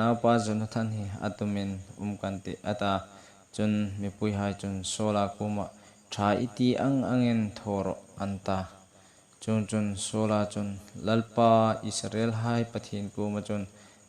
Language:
Hmar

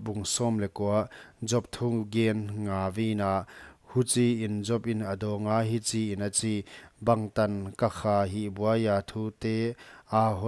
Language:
Paite Chin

